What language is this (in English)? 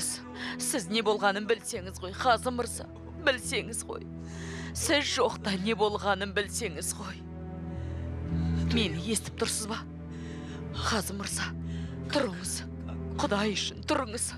Kazakh